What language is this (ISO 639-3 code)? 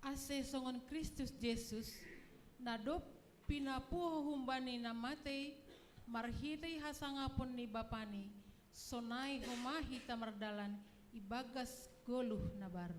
bts